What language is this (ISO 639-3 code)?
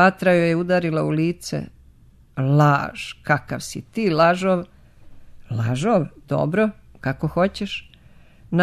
srp